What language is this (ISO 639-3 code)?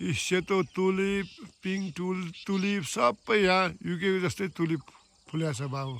nep